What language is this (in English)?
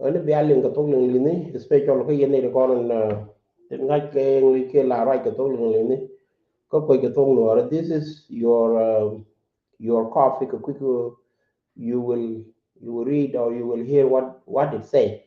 Nuer